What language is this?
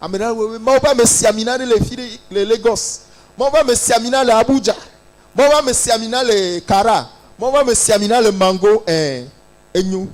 Ewe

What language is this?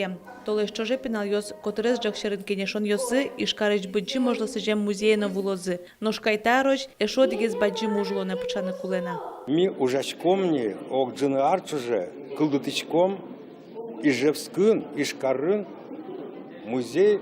Udmurt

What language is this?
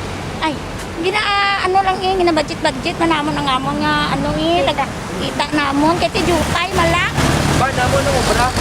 Hiligaynon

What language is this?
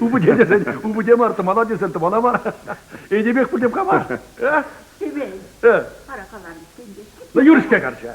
Chuvash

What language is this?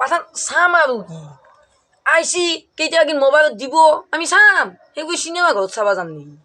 Assamese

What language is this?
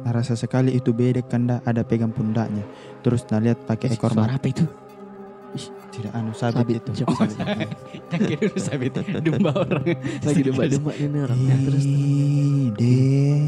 Makassar Malay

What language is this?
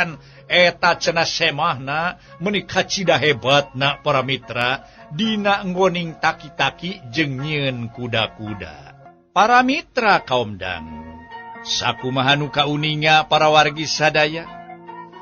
Sundanese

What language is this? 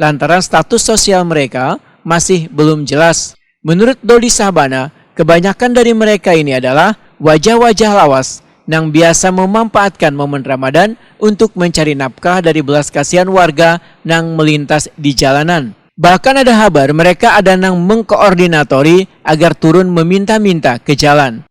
Banjar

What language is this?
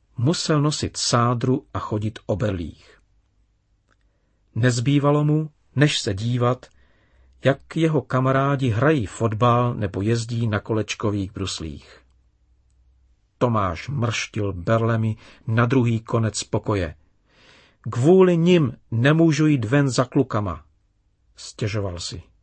Czech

